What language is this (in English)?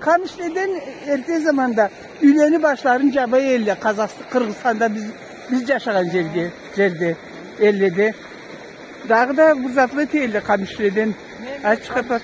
Karachay-Balkar